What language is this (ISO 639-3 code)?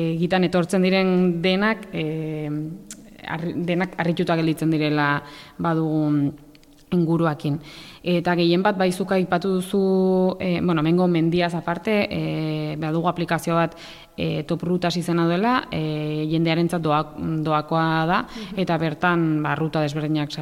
eus